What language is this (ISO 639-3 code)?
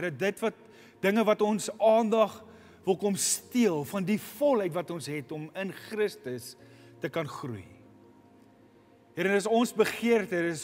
afr